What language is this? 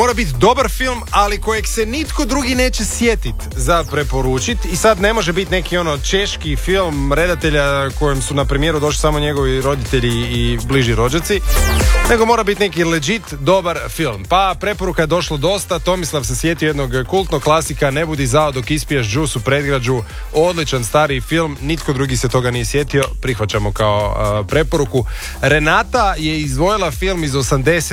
Croatian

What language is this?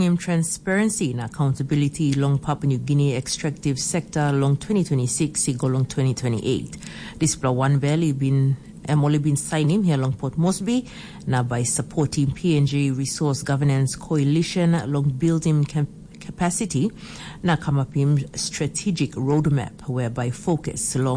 Tok Pisin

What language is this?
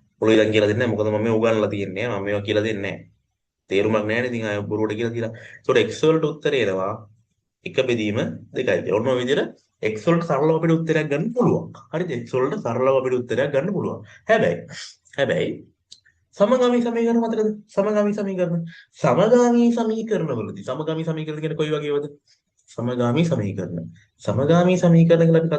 Sinhala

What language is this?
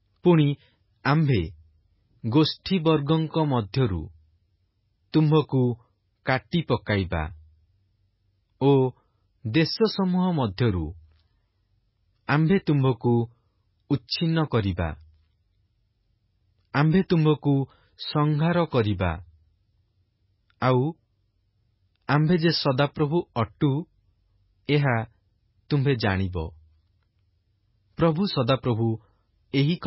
Odia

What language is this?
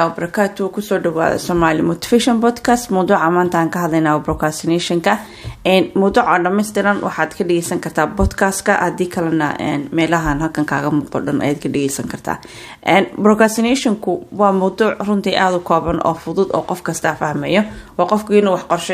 Somali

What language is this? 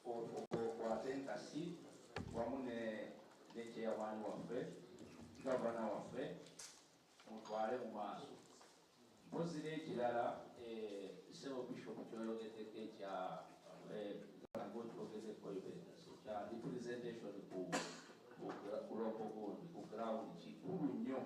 Soga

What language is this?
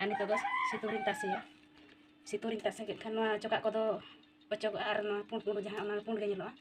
Santali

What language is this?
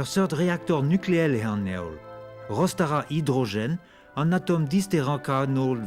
Breton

